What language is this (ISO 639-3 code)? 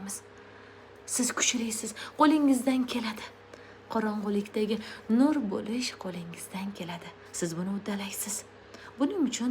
uzb